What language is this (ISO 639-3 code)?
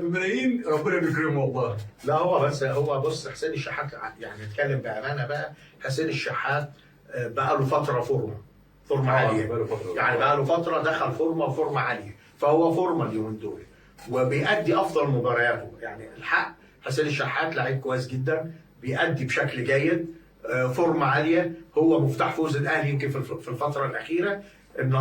arz